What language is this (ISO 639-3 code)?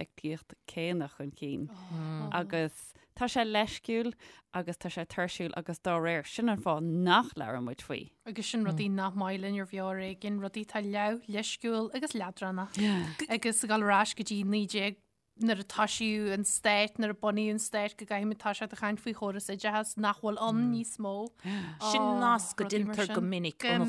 gle